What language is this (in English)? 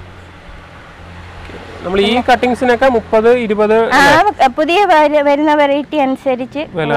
Malayalam